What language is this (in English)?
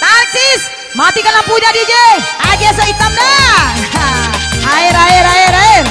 Minangkabau